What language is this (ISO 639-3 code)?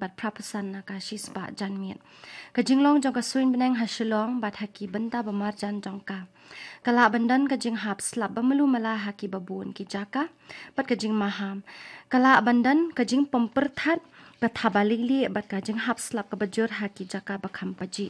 kha